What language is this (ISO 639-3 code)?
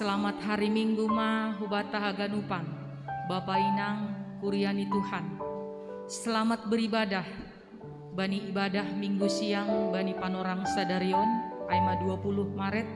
bts